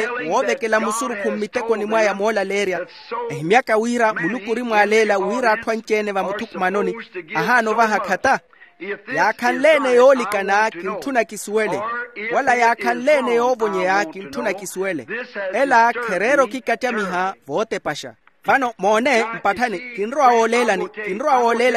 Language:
Makhuwa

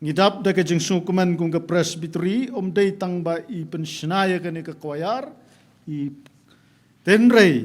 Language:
Khasi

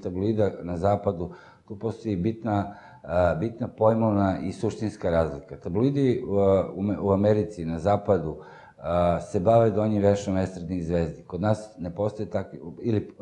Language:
Serbian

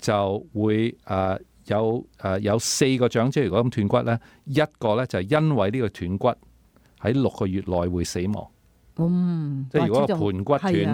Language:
Cantonese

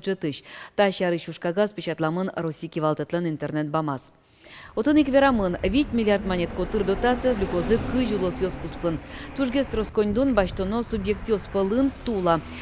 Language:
Udmurt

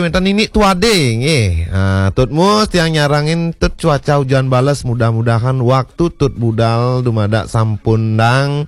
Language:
Balinese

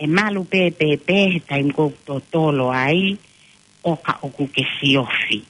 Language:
Tongan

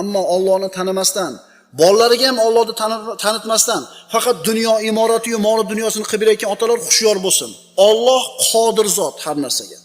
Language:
Uzbek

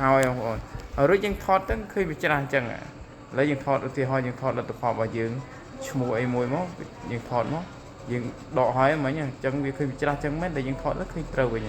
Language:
Khmer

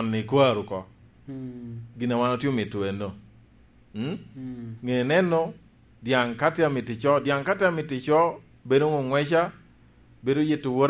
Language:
Lango (Uganda)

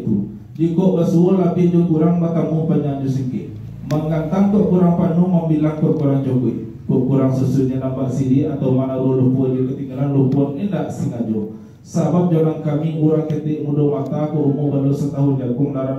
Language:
Minangkabau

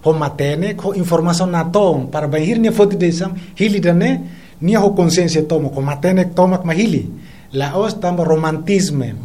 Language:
Tetum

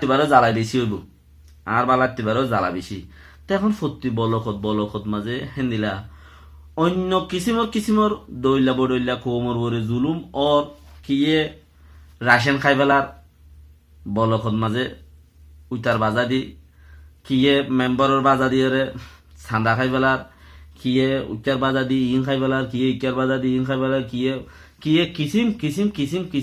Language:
Rohingya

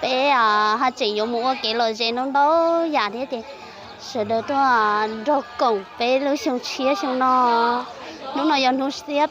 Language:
Hmong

